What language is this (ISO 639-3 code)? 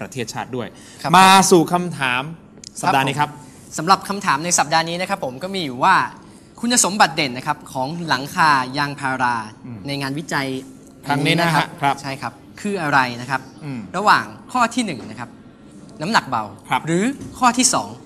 tha